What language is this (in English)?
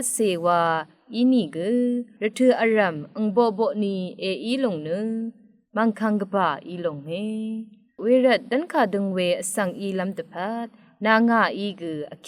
Rawang